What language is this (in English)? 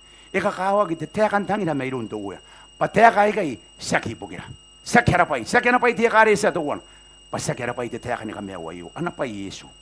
Gilbertese